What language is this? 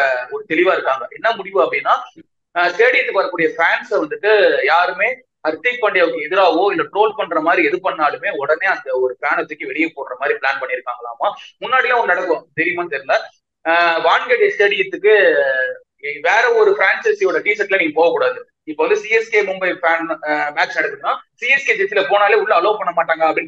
Tamil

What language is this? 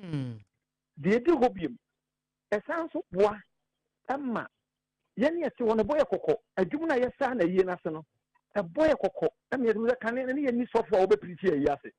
Akan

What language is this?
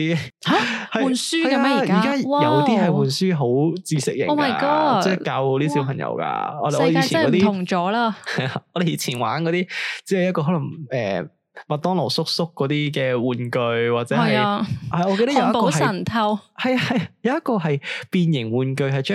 Cantonese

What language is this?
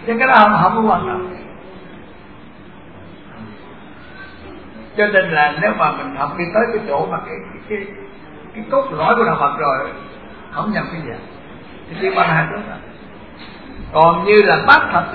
Vietnamese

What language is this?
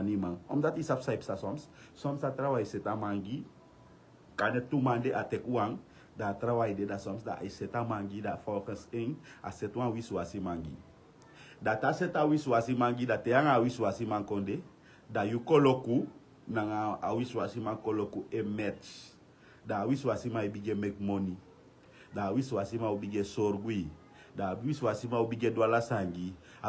Sranan Tongo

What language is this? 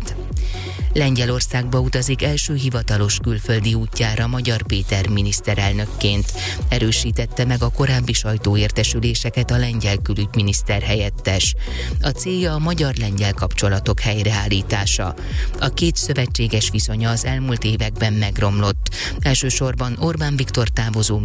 Hungarian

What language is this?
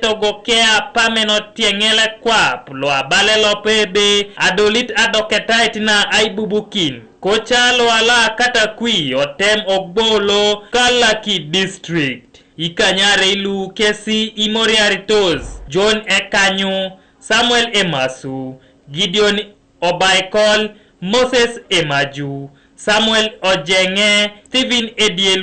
Teso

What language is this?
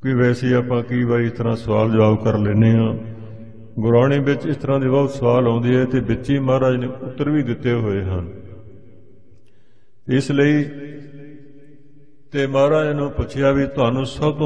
Punjabi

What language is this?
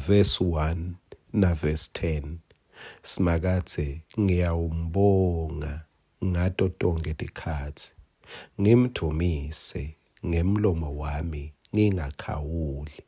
Swati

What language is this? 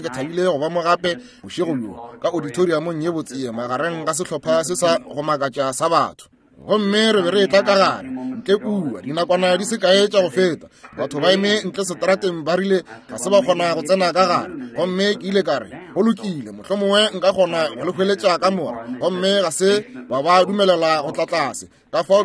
Northern Sotho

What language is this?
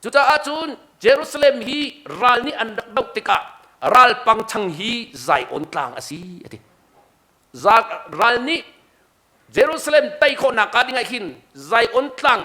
Hakha Chin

